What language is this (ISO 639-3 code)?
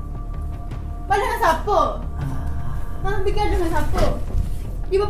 msa